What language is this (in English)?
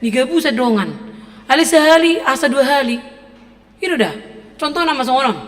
Batak Toba